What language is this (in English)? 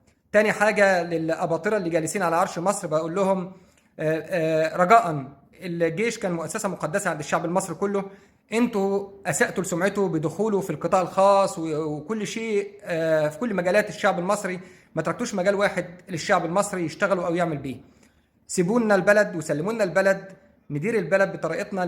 Egyptian Arabic